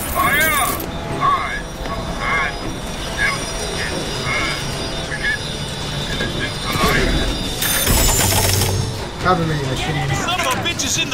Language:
English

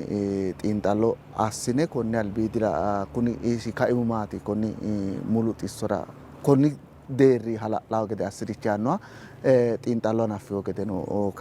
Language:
Sidamo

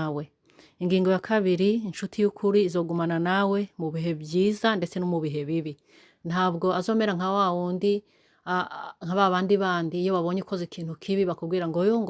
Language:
Rundi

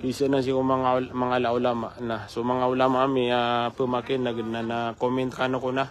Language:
Maranao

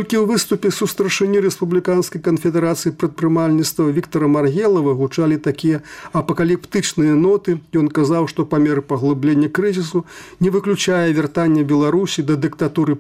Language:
Belarusian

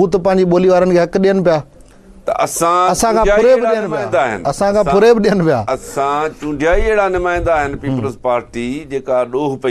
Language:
Sindhi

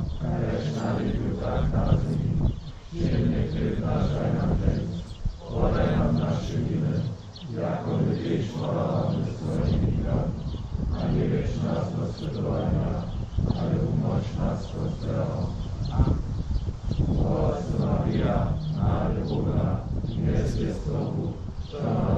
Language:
Upper Sorbian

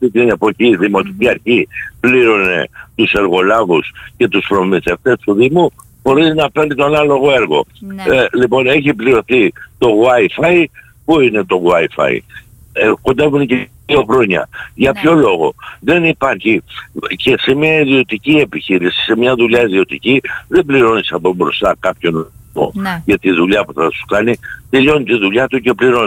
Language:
Greek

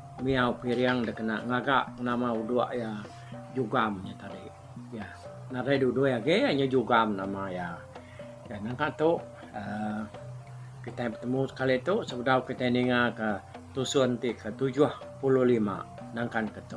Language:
Iban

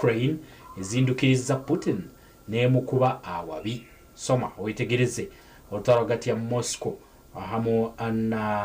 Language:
Nyankole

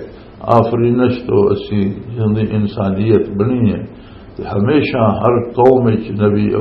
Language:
Western Panjabi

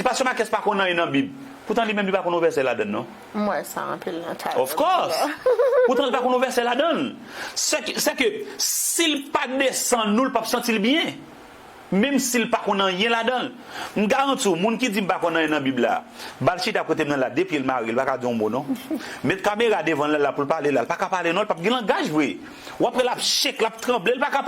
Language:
Haitian Creole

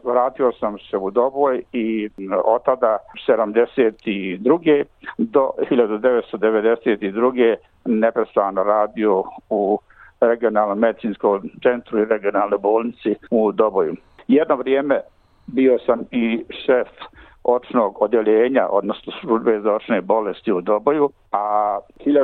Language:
Bosnian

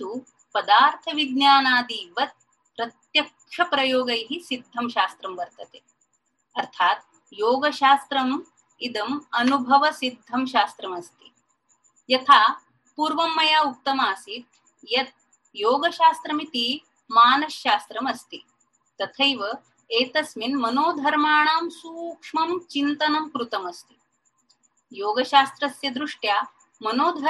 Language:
Sanskrit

